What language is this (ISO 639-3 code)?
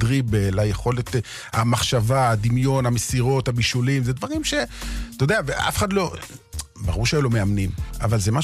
heb